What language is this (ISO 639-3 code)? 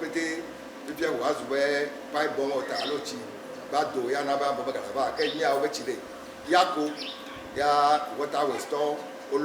ewe